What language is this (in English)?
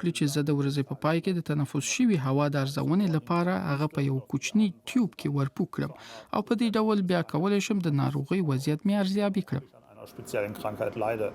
Pashto